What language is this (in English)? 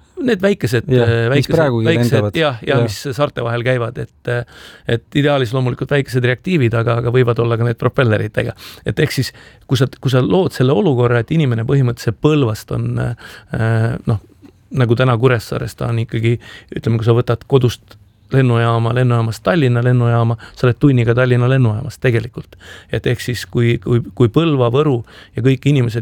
Estonian